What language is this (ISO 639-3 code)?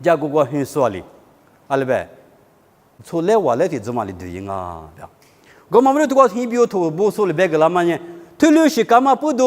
lis